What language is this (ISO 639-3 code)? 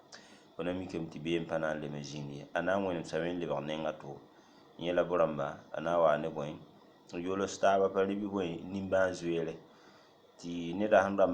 mos